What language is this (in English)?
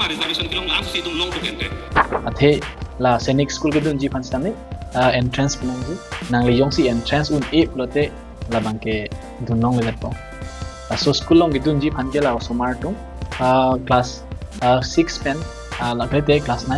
Karbi